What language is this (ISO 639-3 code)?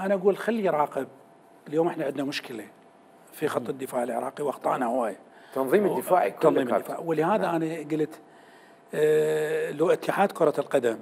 acm